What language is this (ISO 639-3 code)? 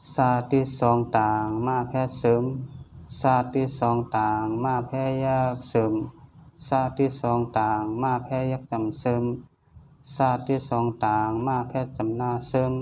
shn